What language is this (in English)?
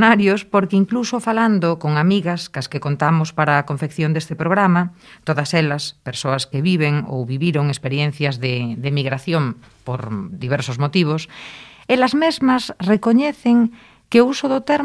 Galician